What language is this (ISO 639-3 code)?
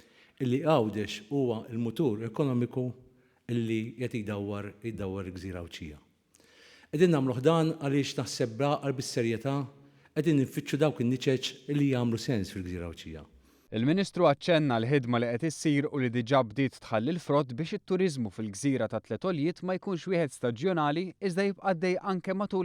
mlt